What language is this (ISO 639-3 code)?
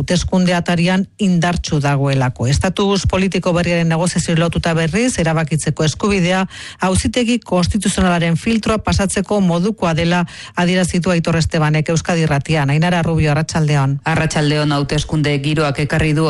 eus